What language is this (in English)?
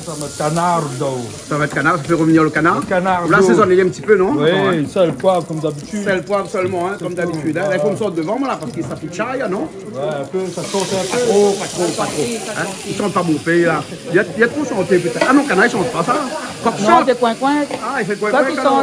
Réunion Creole French